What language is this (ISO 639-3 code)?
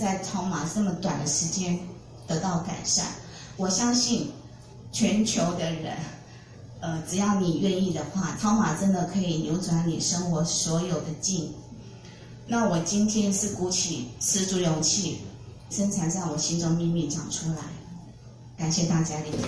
zho